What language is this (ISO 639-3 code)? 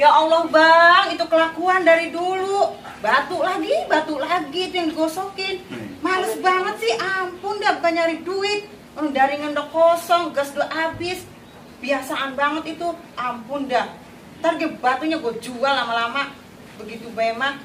bew